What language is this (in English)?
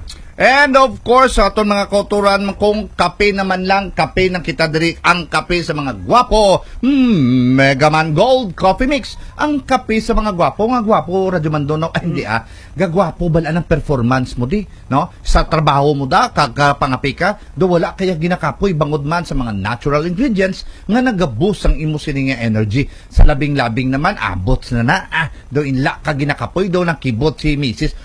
Hiligaynon